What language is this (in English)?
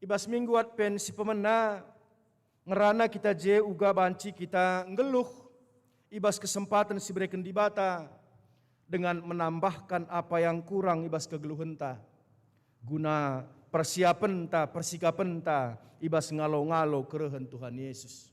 Batak Karo